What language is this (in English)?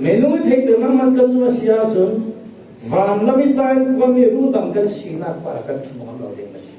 Falam Chin